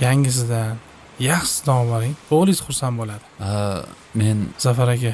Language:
Uzbek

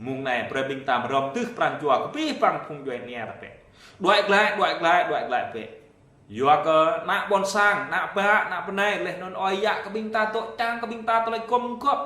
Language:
Jarai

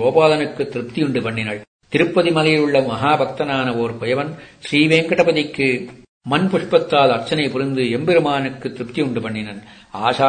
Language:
Tamil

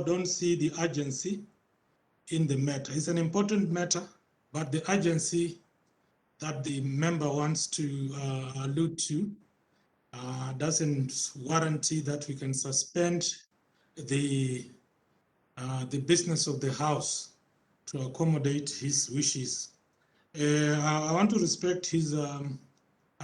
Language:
Tswana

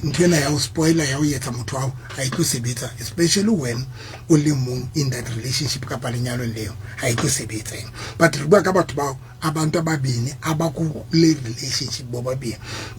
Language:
Southern Sotho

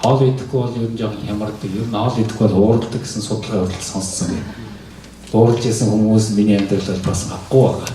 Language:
Mongolian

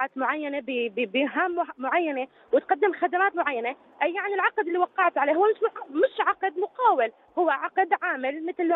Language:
North Levantine Arabic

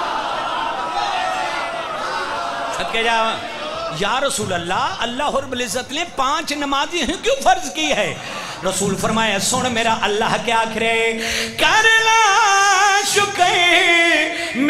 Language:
Urdu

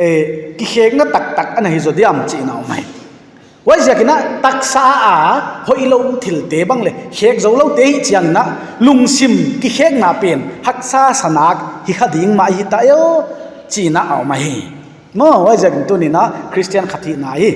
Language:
Paite Chin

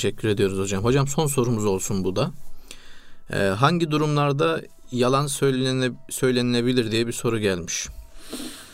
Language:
Turkish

